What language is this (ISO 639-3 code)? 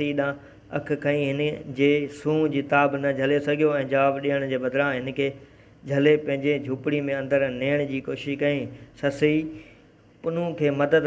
snd